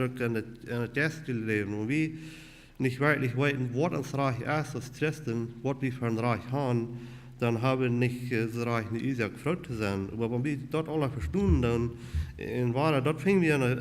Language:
Plautdietsch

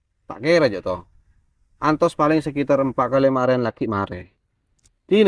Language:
Madurese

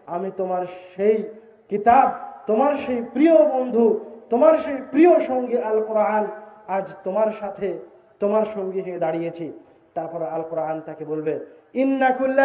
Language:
Bangla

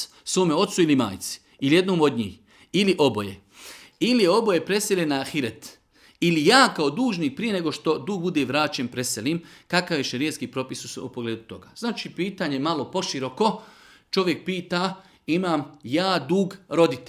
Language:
Bosnian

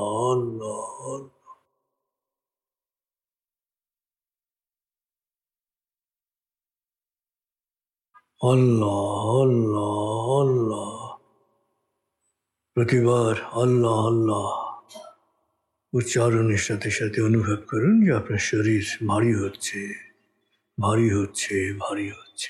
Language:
Bangla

